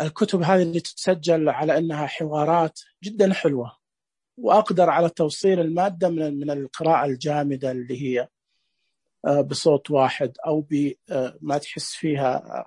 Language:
Najdi Arabic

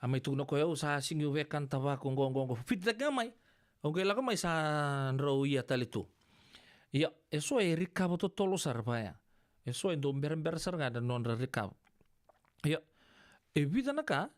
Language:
Fijian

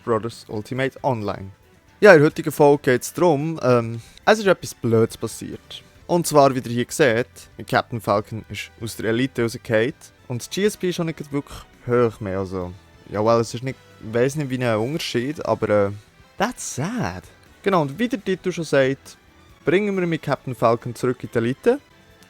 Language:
Swiss German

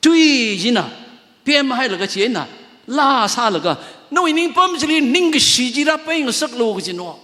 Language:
Tangkhul Naga (India)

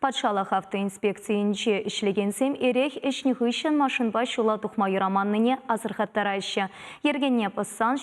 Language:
Chuvash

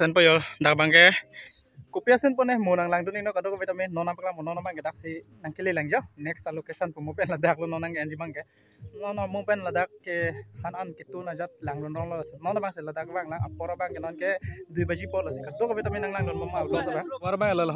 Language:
Karbi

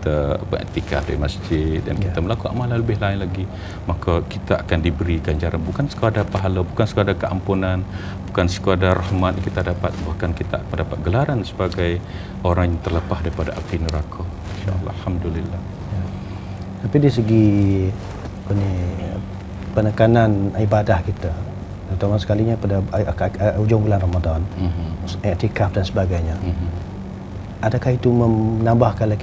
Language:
Malay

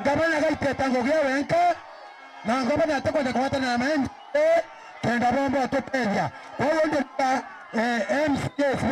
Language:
Meru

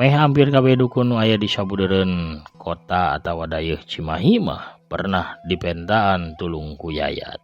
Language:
Sundanese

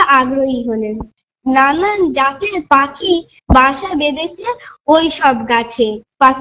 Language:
Bangla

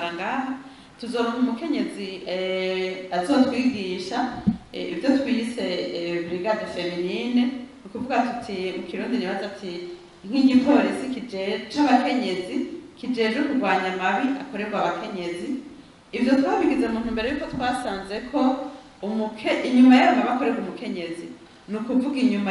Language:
Rundi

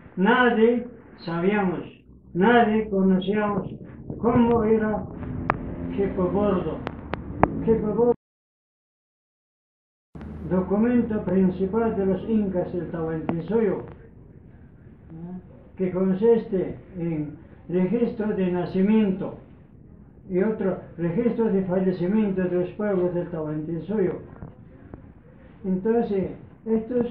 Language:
Spanish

